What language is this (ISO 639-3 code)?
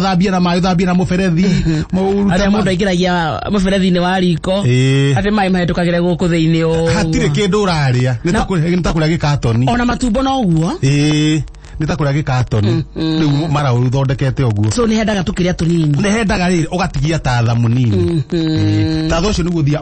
kik